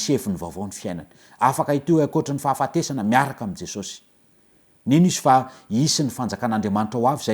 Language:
Malagasy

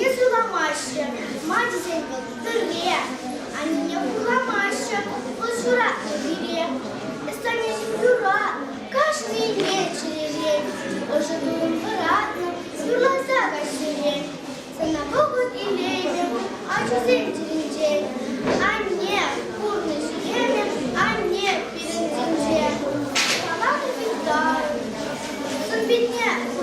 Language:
Chuvash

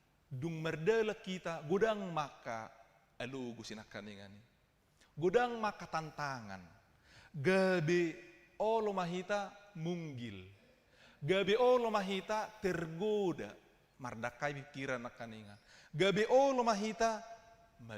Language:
Batak Toba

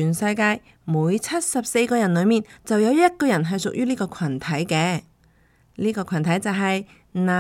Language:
Cantonese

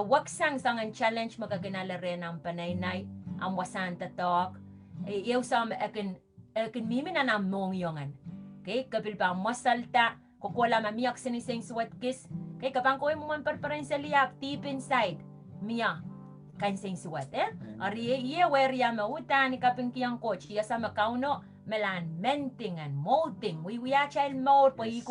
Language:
Pohnpeian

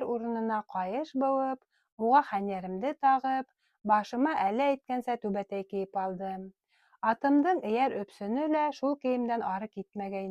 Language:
Bashkir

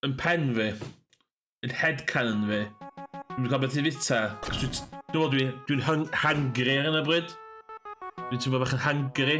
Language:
Welsh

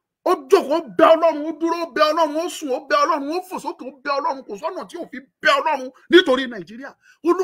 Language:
Yoruba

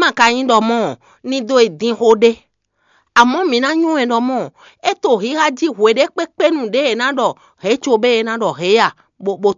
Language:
Fon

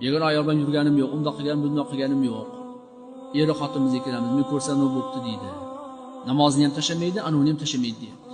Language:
Uzbek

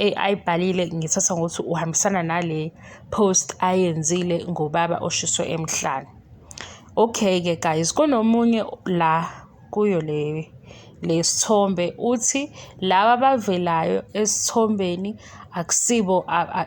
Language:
Zulu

